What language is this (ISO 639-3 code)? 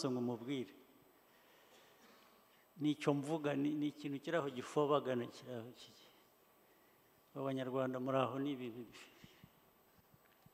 kin